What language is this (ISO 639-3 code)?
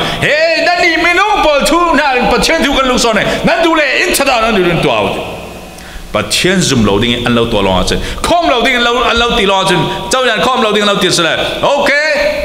cfm